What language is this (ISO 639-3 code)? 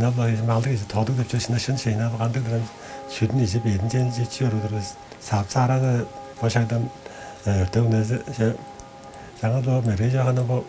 tyv